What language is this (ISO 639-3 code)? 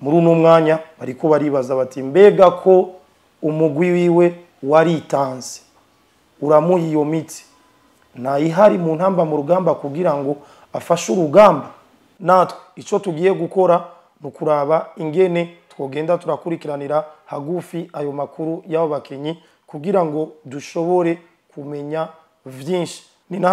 run